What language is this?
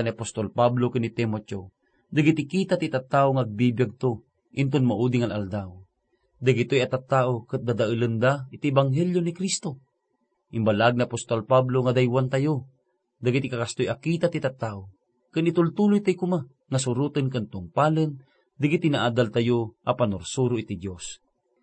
Iloko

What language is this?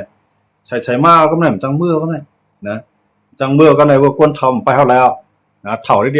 Shan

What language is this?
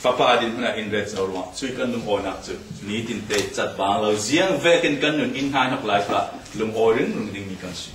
Falam Chin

